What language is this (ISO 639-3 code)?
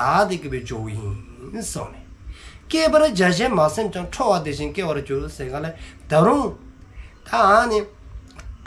dzo